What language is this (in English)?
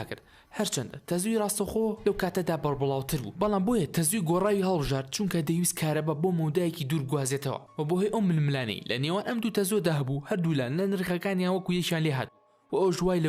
Central Kurdish